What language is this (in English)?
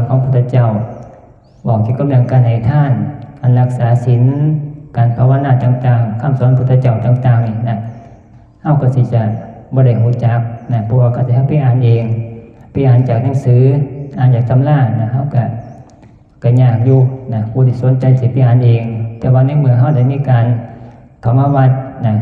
Northeastern Thai